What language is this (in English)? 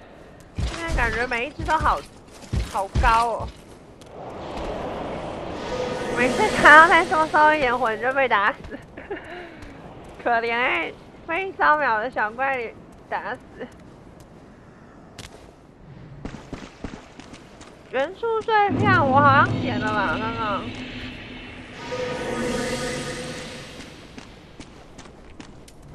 Chinese